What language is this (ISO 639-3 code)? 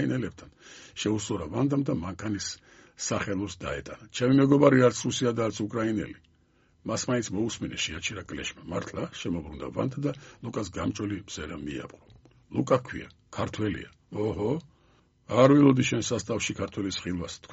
kat